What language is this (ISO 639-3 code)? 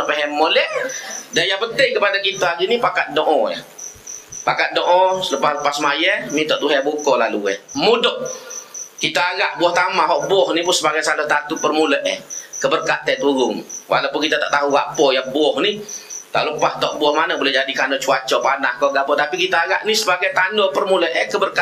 msa